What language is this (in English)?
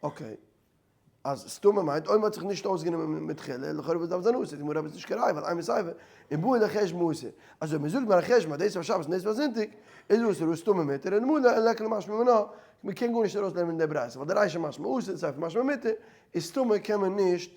Yiddish